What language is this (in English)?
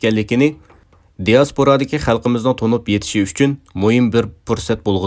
Uyghur